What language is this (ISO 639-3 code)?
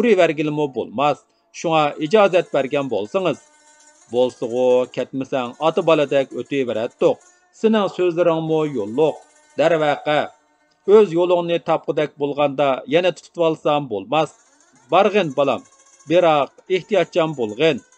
uig